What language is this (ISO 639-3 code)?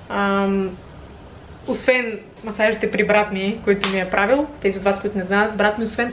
bul